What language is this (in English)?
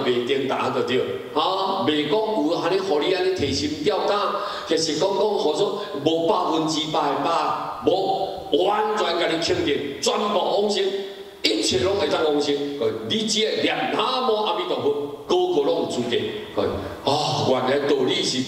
Min Nan Chinese